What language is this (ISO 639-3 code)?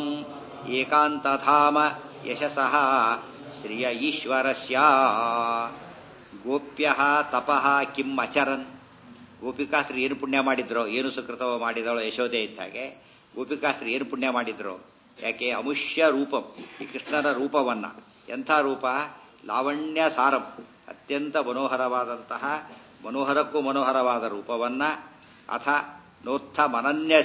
kan